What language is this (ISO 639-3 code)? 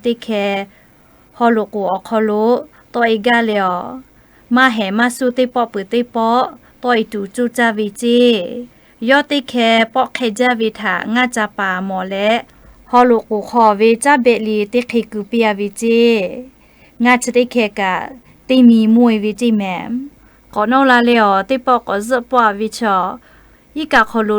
lhu